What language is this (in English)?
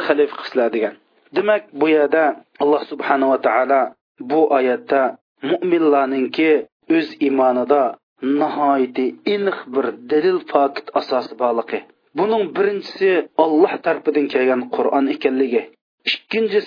Uyghur